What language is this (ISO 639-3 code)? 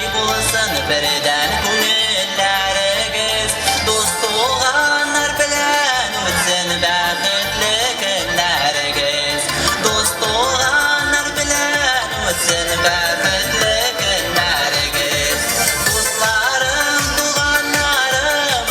tat